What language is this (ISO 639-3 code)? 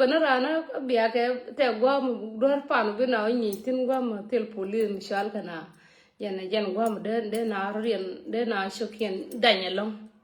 nus